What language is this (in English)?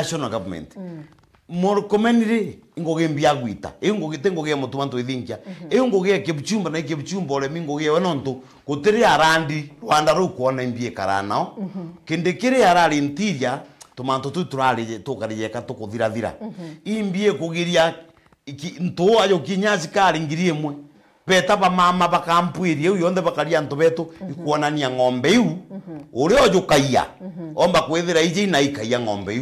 Meru